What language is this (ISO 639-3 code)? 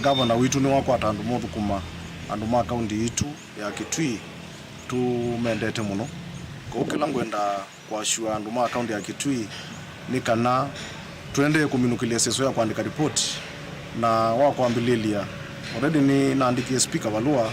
kam